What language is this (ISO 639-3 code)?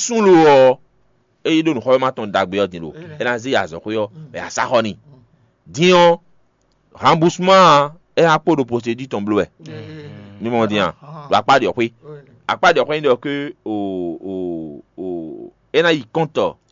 fon